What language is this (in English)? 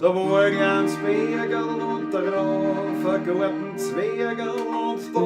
Bavarian